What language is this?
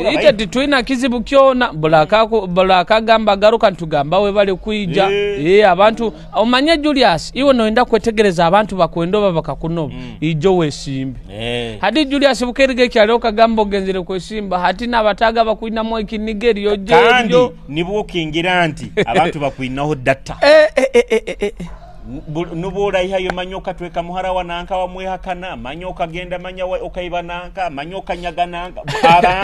Nyoro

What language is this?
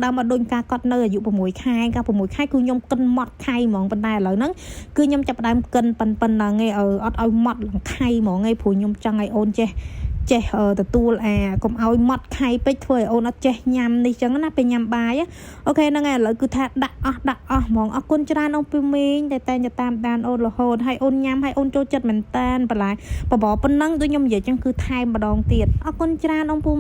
Khmer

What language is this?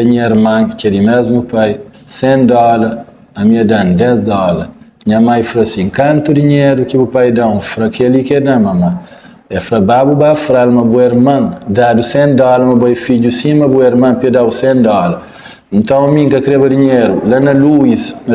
Kabuverdianu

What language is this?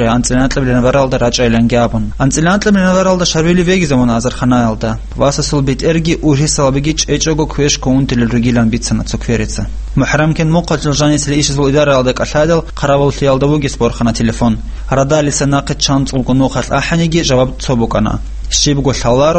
Avaric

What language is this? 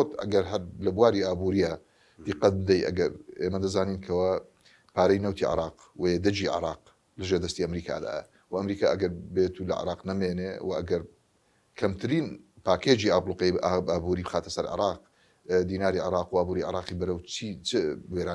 Central Kurdish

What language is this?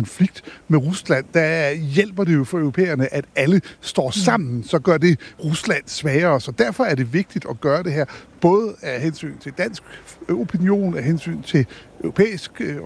Danish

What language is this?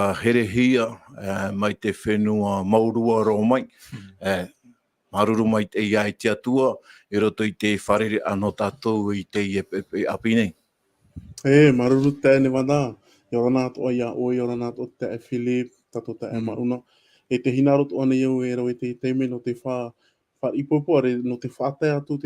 Tahitian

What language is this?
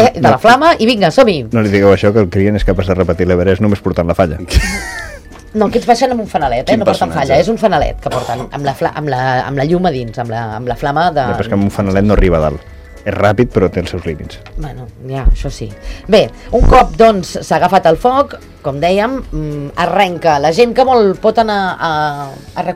Catalan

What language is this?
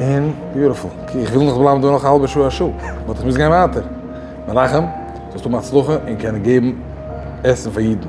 Yiddish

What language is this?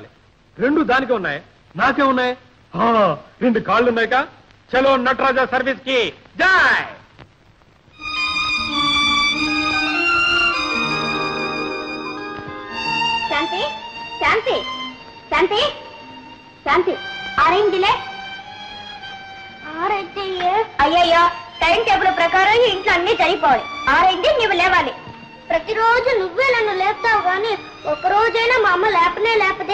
Telugu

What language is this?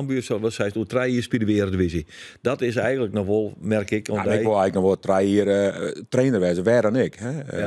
Western Frisian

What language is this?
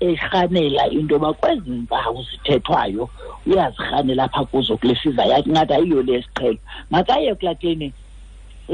Xhosa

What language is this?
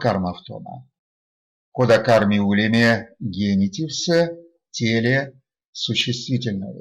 Erzya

